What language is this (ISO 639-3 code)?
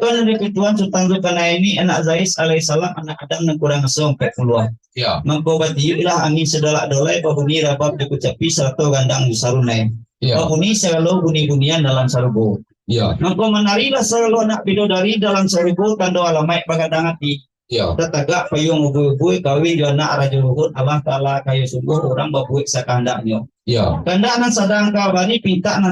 min